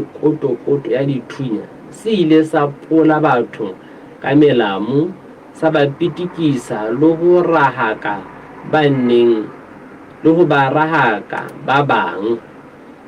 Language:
Southern Sotho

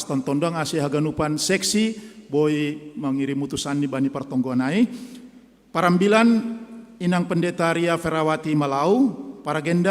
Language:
Batak Simalungun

